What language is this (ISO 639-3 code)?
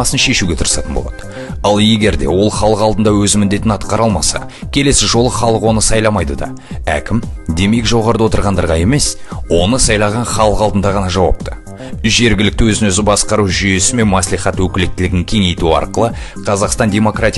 kaz